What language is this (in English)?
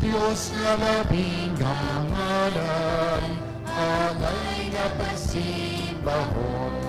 Hiligaynon